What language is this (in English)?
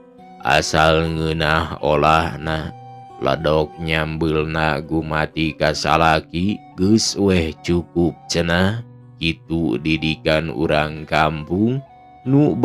Sundanese